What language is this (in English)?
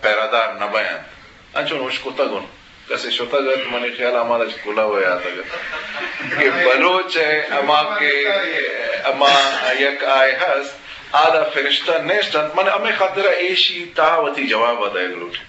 Eastern Balochi